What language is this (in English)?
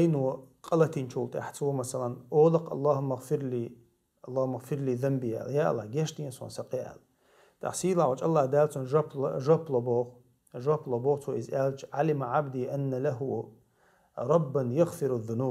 Chechen